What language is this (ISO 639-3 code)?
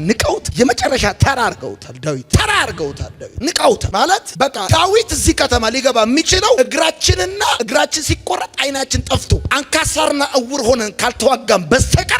amh